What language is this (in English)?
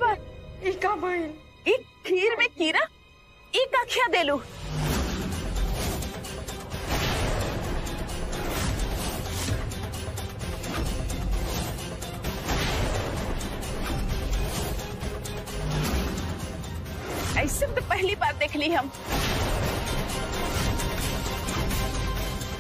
Bhojpuri